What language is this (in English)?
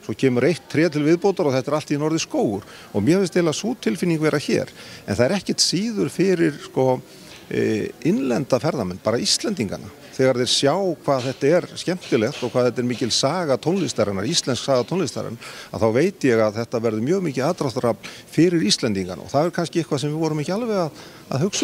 Icelandic